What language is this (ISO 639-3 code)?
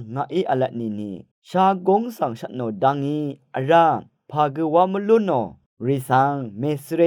raw